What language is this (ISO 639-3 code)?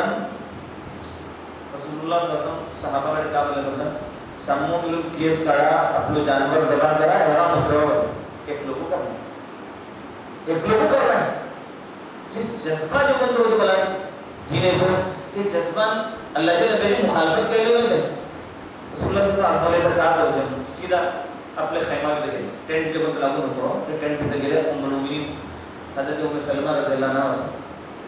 mar